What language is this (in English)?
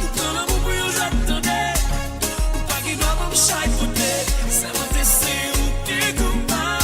Morisyen